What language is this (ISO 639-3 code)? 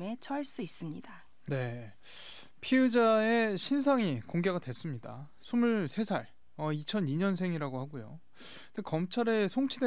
kor